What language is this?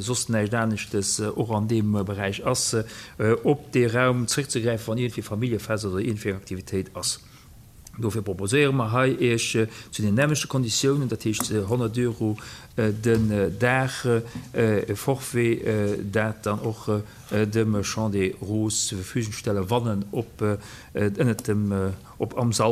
Luxembourgish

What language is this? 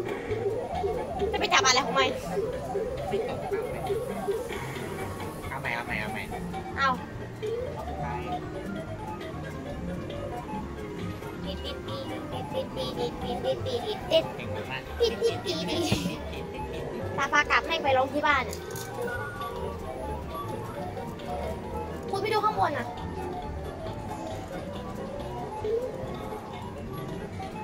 Thai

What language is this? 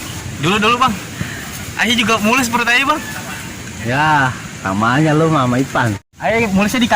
Betawi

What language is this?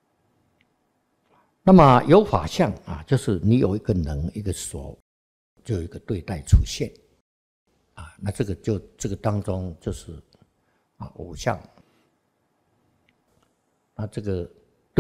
Chinese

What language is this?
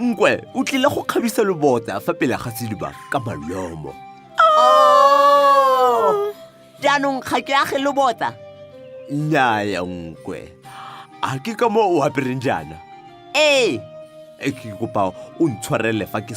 Tswana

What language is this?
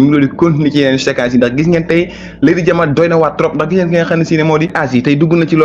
Wolof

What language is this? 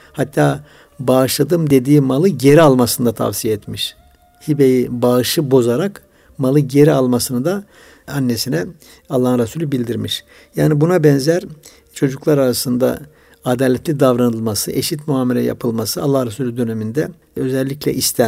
Turkish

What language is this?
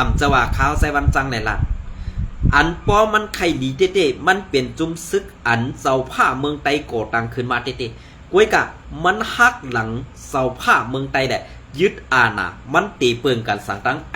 Shan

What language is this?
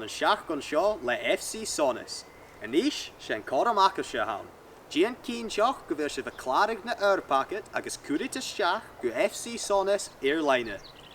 Scottish Gaelic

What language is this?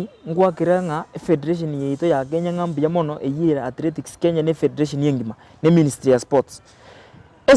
Gusii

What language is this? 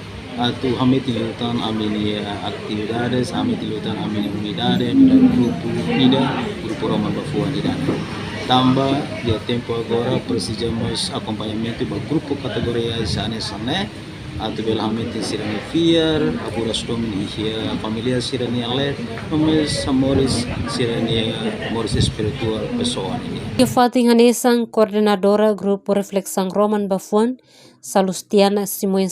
Tetum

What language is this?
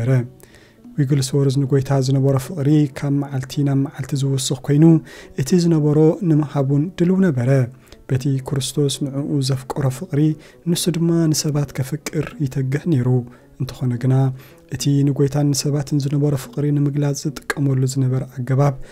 Tigrinya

